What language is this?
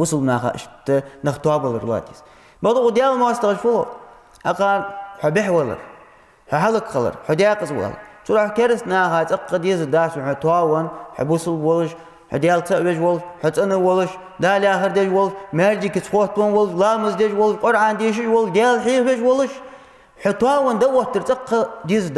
Ingush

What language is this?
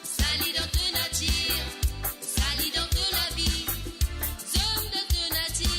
Morisyen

